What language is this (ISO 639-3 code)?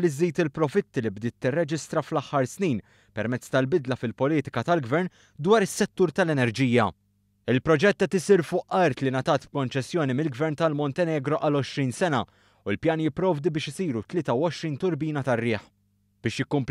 mlt